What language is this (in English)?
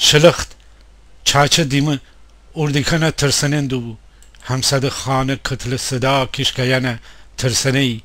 Gilaki